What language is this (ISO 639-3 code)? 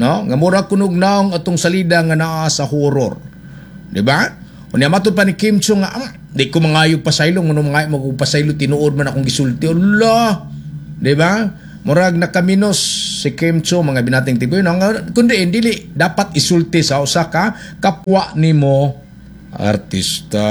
ceb